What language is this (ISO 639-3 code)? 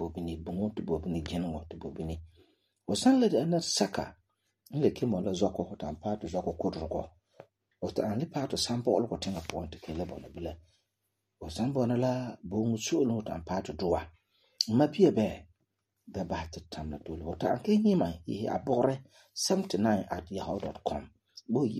gur